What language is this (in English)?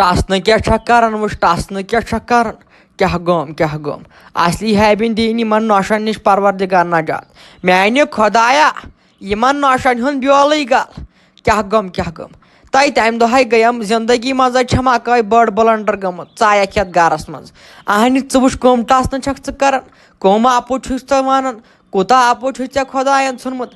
Kashmiri